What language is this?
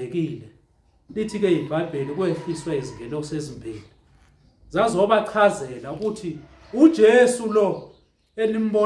Zulu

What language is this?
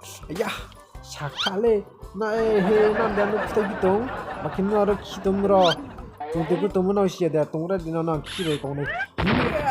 Riang (India)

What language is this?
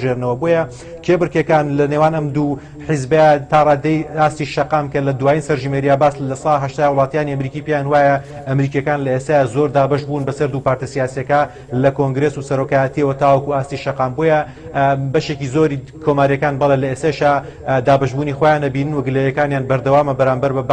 Central Kurdish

